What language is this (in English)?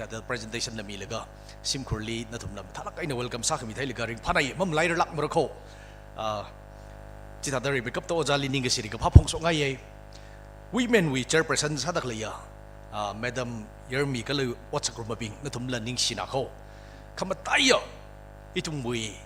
Tangkhul Naga (India)